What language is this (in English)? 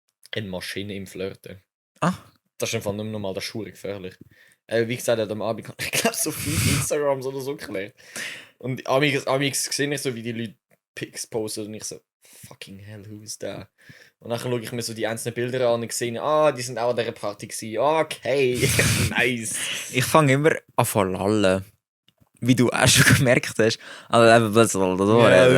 Swiss German